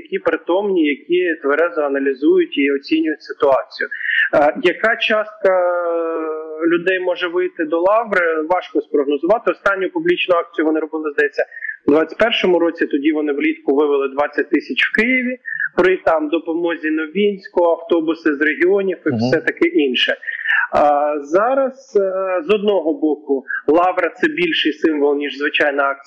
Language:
Ukrainian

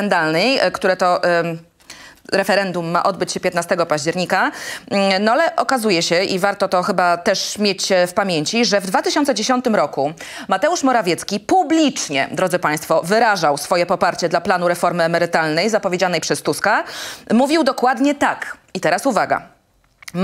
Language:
Polish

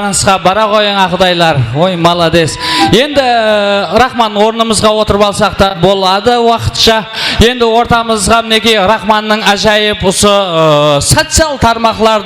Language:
Kara-Kalpak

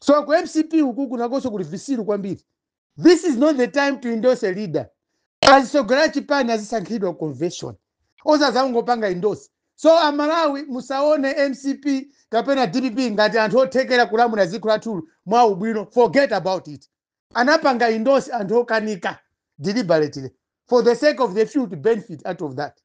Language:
Nyanja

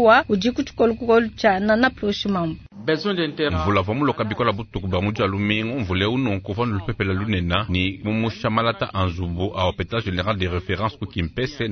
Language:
Luba-Lulua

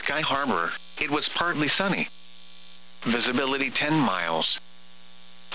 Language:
English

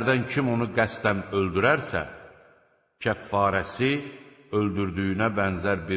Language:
Azerbaijani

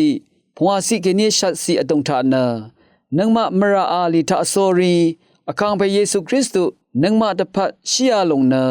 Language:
Rawang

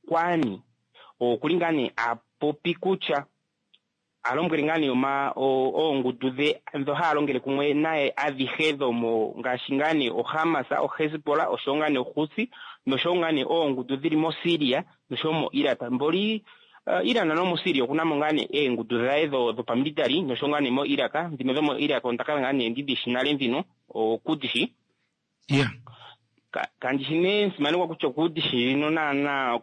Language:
Kuanyama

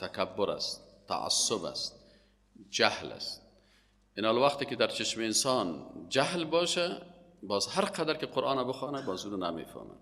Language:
Persian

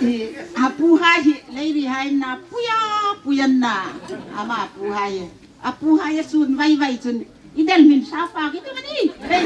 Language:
Hmar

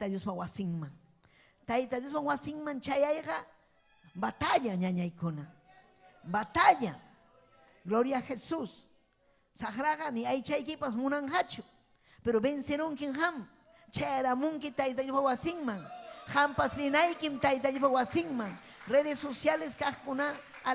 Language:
Ayacucho Quechua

